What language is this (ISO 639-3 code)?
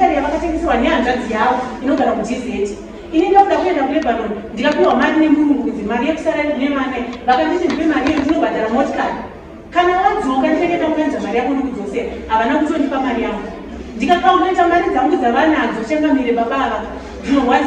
sna